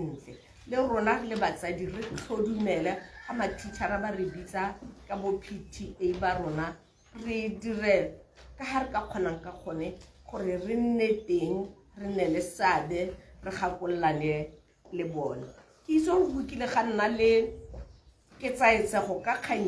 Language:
Tswana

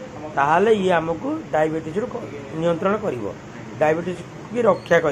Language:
Odia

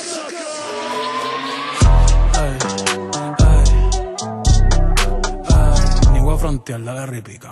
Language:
Spanish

